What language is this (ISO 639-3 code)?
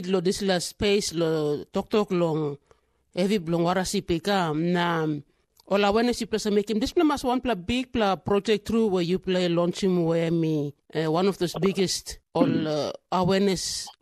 tpi